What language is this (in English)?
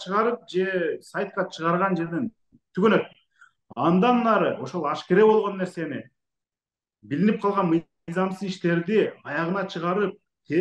Kyrgyz